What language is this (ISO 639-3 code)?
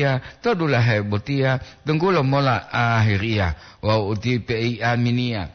gor